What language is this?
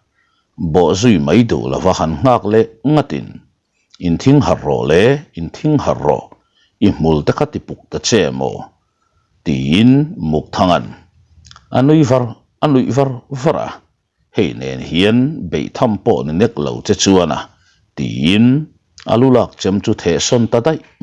Mizo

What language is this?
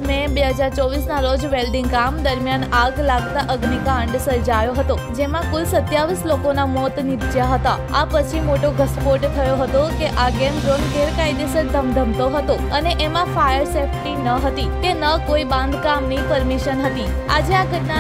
Gujarati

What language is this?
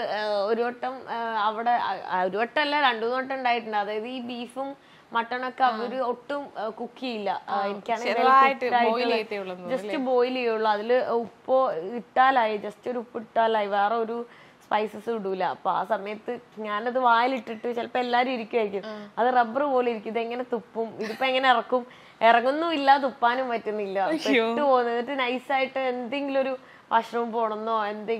Malayalam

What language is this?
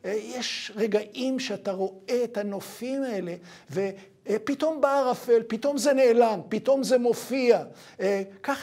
Hebrew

